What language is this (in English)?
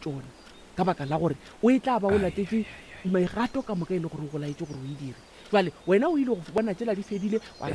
Northern Sotho